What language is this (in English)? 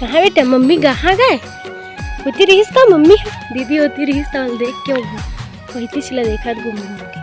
Chhattisgarhi